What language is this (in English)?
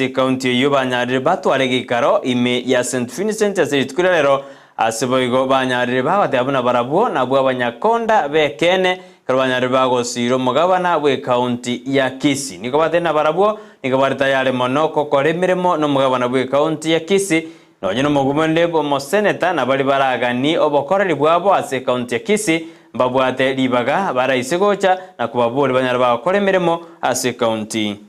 Gusii